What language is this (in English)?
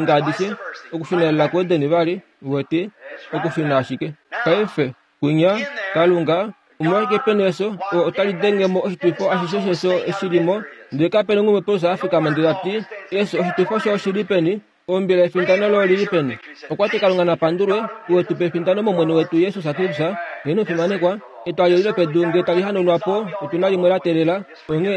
Kuanyama